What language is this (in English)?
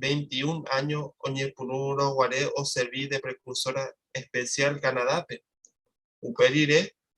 Guarani